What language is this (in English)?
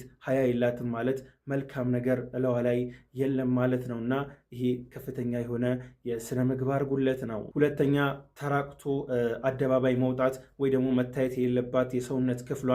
Amharic